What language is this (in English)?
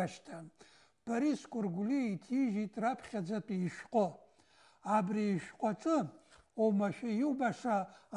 Abkhazian